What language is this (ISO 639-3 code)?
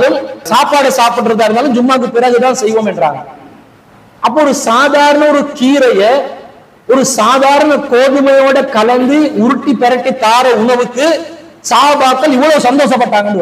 tam